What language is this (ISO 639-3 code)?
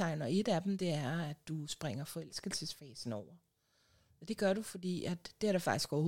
dan